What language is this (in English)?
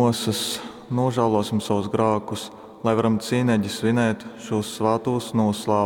Latgalian